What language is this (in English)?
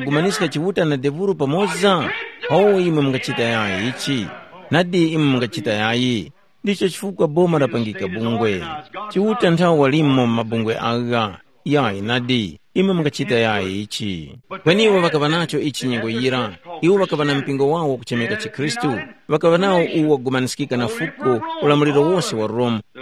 Tumbuka